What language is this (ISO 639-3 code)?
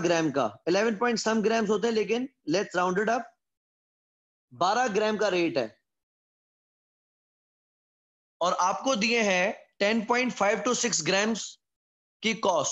hin